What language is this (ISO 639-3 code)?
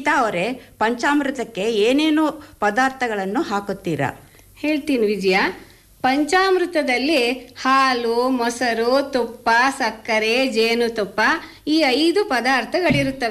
kan